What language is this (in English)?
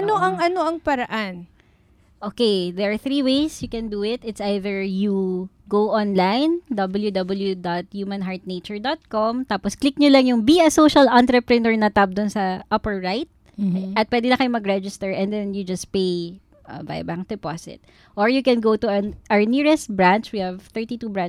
Filipino